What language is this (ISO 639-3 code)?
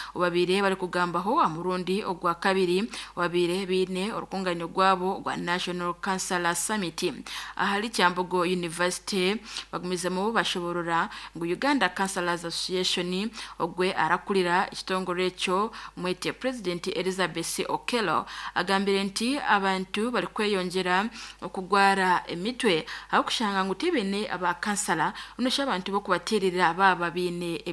nyn